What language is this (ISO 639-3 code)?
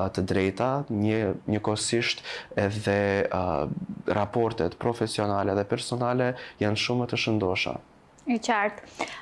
sqi